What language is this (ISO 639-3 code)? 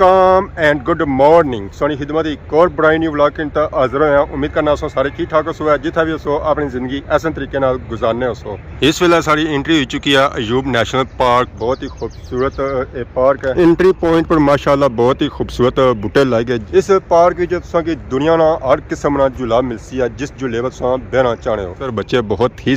phr